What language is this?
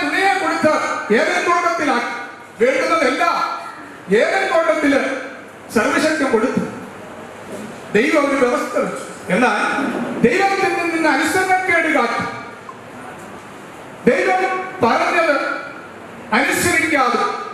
Malayalam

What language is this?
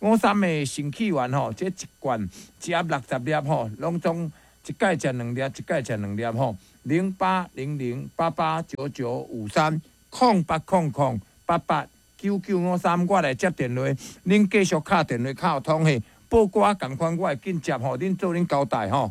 Min Nan Chinese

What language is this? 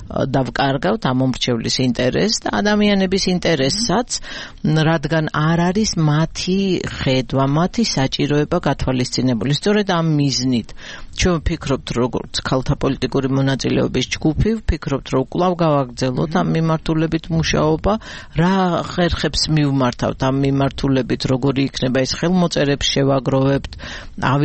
Georgian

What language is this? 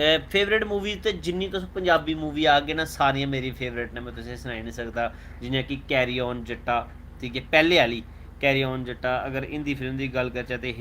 Dogri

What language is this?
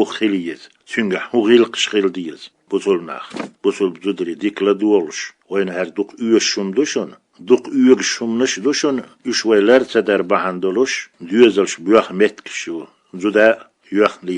Chechen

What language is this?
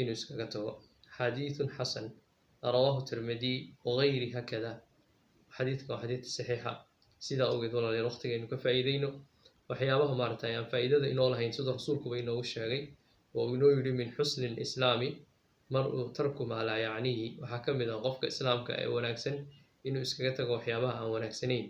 Somali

